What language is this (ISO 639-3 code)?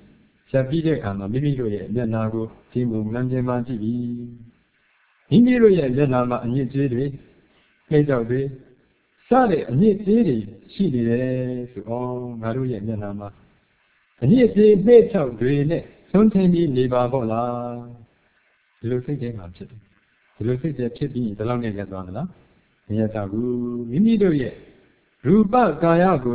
mya